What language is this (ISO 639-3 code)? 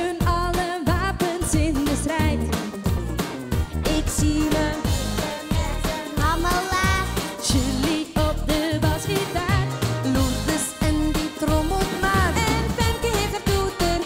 nld